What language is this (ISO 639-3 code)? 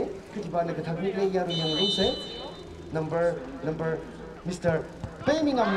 nmf